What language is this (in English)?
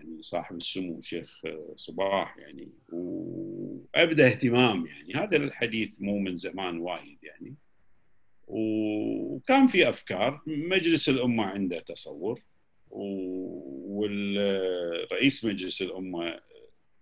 Gulf Arabic